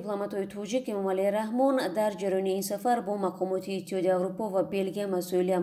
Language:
Tajik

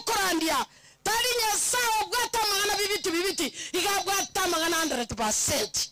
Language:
Gusii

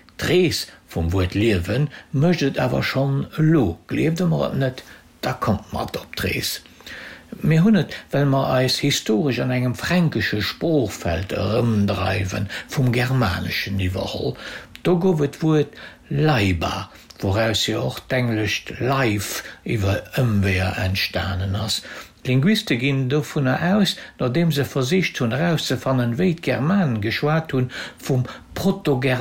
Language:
Luxembourgish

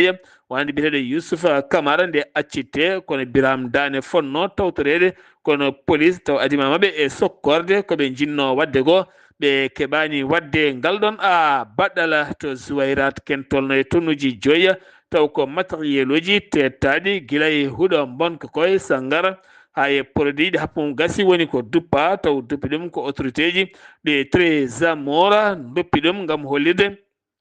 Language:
Fula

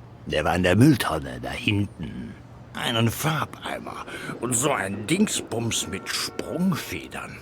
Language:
Swiss German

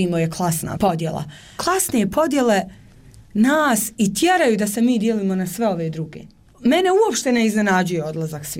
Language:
Bosnian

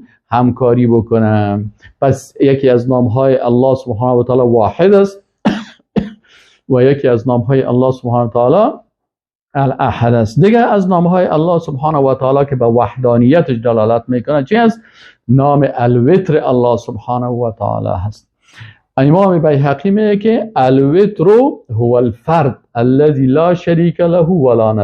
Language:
Persian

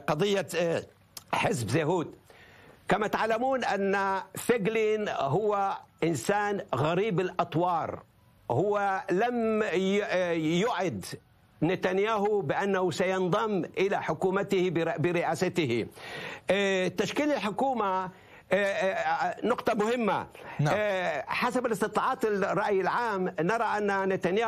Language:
Arabic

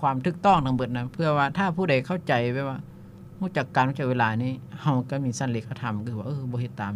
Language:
Lao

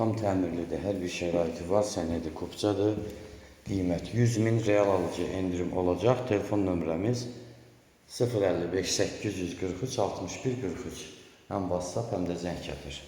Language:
Azerbaijani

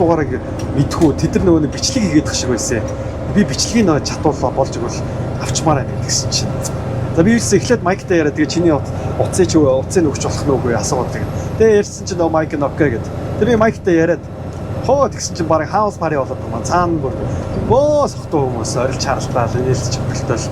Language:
Mongolian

